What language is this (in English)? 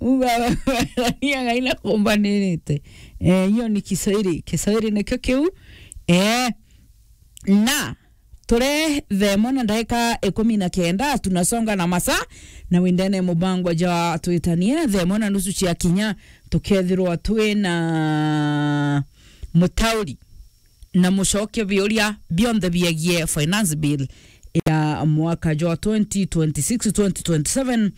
Meru